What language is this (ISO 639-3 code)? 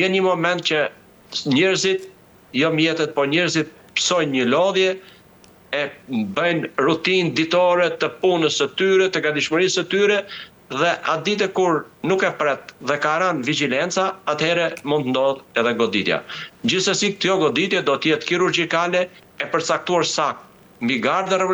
sqi